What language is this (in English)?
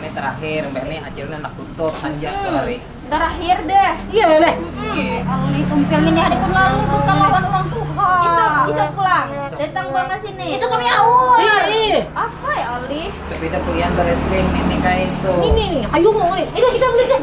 Banjar